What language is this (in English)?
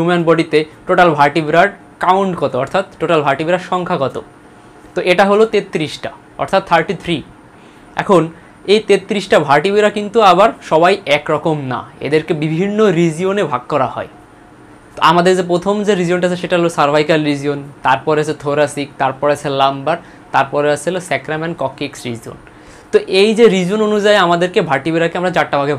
Bangla